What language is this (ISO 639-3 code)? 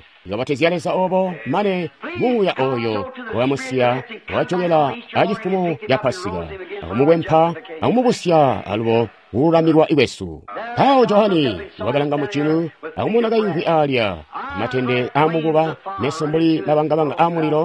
toi